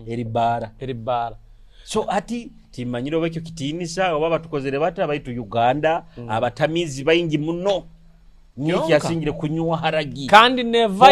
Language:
Nyoro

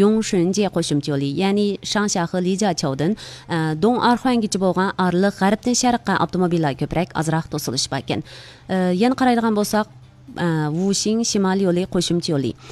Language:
Uyghur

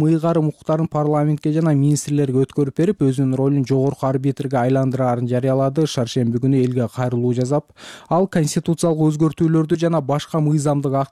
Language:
Kyrgyz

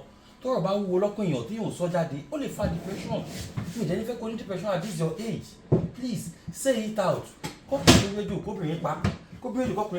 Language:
Yoruba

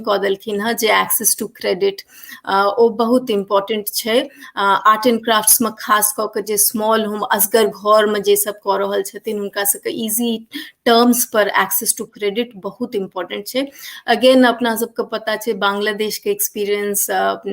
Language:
Maithili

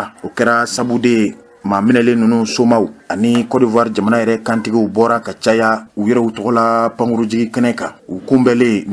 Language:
Bambara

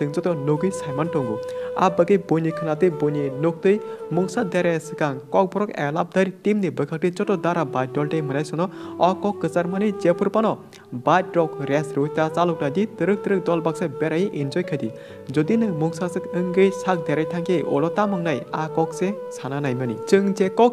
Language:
Kok Borok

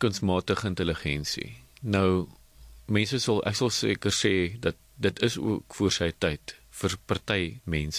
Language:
Afrikaans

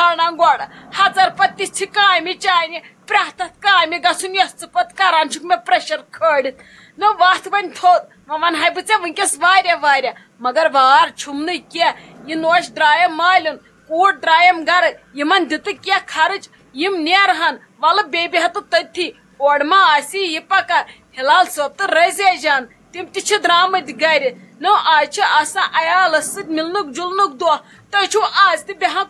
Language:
Kashmiri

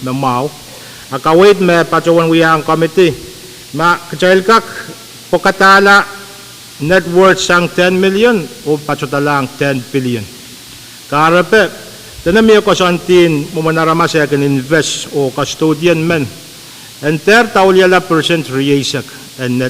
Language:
Pohnpeian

